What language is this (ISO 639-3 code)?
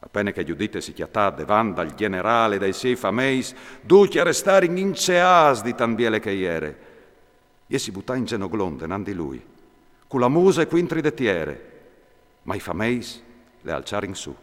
fur